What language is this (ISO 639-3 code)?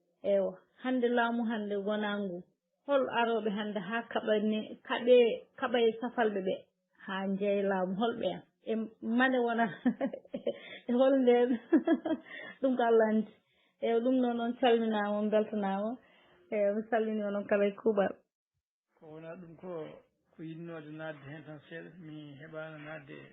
ful